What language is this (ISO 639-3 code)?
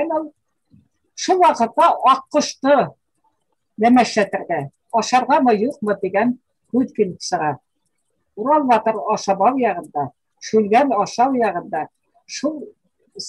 bak